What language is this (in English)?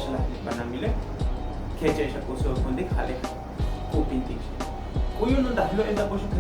Tzotzil